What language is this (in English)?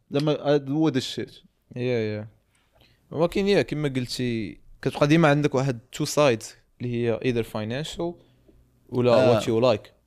Moroccan Arabic